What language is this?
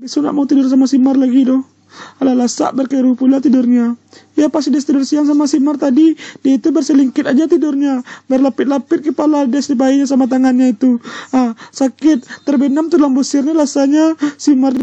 Minangkabau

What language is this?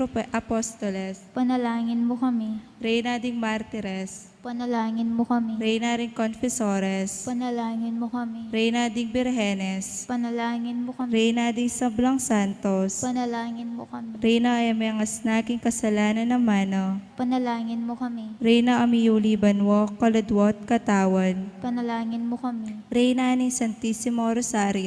Pampanga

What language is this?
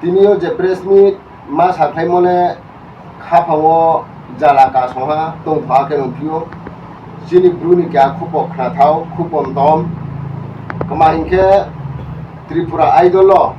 Riang (India)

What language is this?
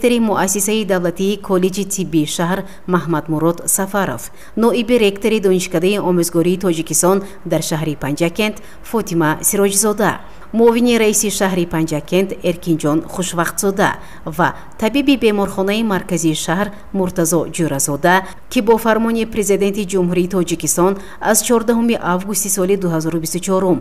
Tajik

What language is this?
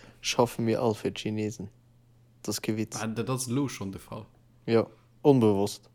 Luxembourgish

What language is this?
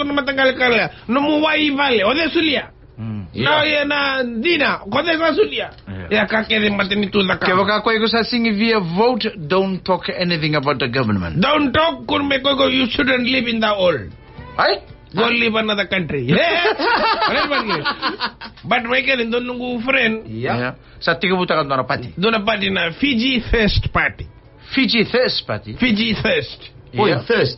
Fijian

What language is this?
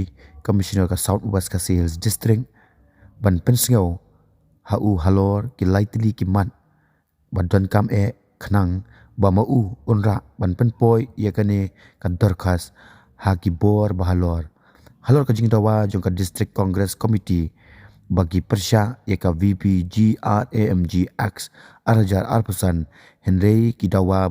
Khasi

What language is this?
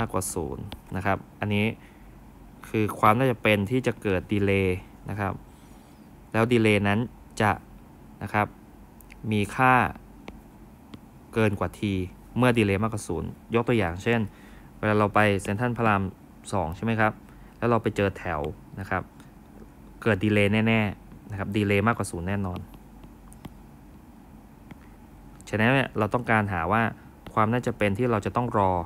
Thai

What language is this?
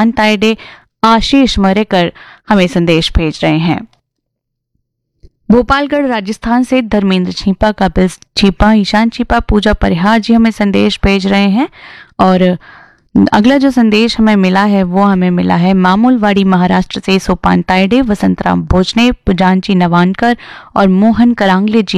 Hindi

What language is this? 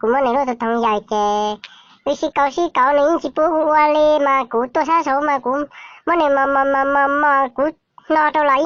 Hmong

